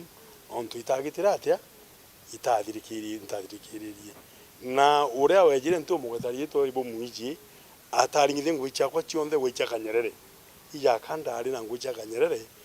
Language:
Meru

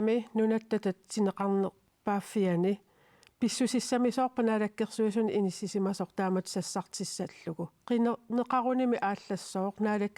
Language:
Kalaallisut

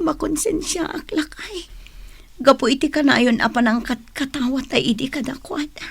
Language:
Iloko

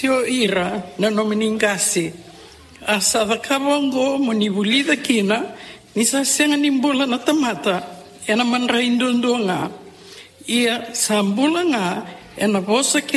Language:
Fijian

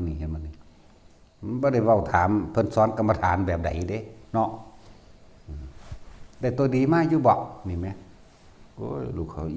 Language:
Northeastern Thai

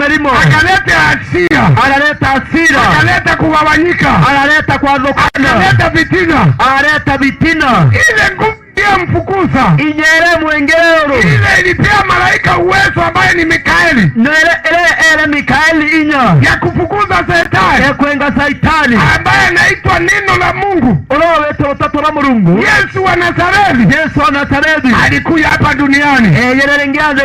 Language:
Meru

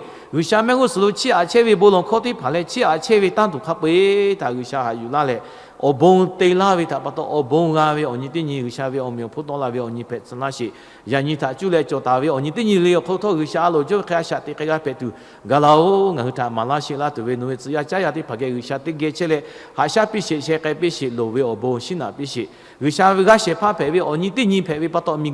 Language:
Lahu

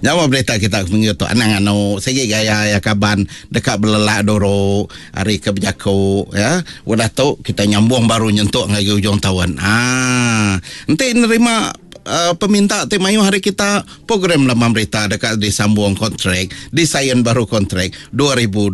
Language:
Iban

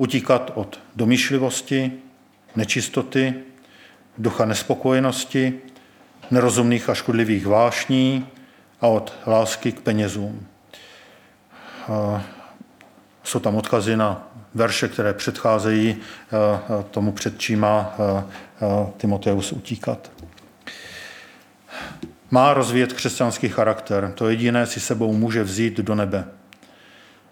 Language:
Czech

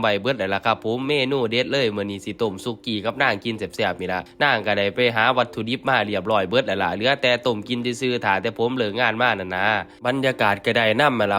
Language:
Northeastern Thai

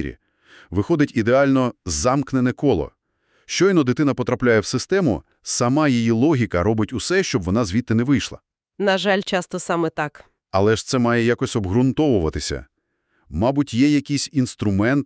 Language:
Ukrainian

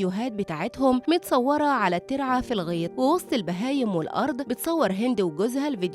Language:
Egyptian Arabic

